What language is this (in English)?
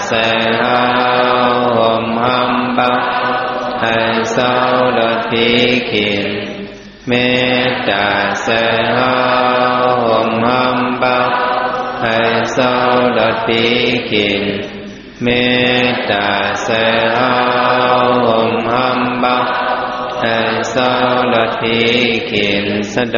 Shan